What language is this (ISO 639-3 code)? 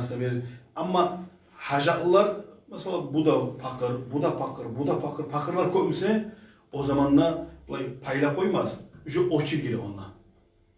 kum